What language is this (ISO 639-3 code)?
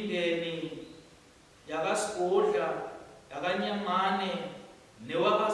ssw